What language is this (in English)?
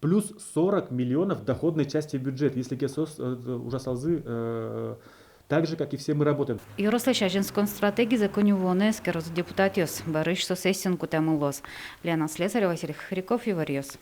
Udmurt